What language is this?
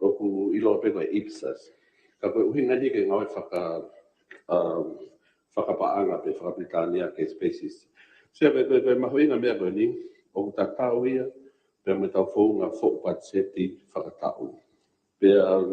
Tongan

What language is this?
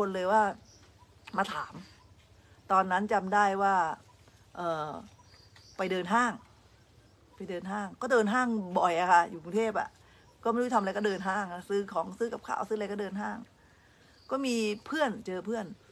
Thai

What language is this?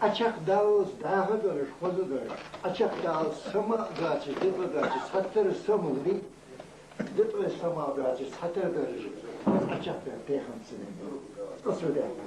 Ingush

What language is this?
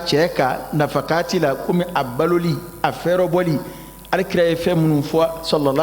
Bambara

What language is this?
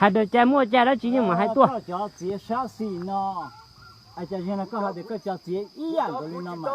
Hmong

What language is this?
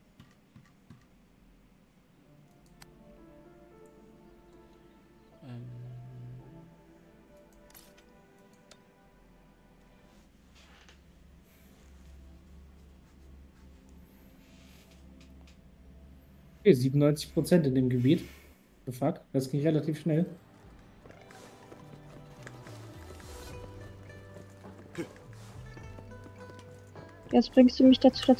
German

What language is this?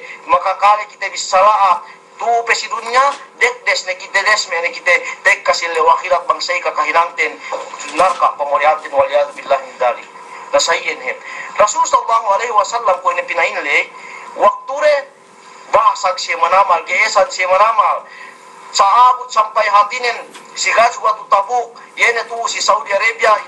Yakan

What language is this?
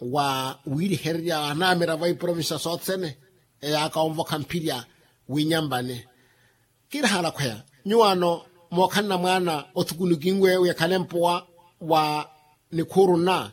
Makhuwa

